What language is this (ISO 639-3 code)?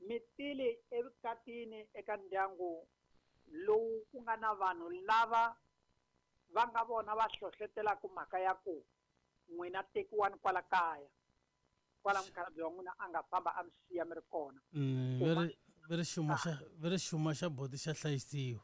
tso